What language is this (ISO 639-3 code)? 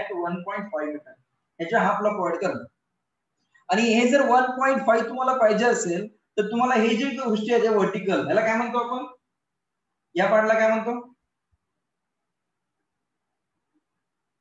mar